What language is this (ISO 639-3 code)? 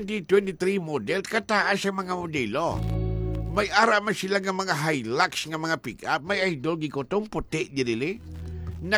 hil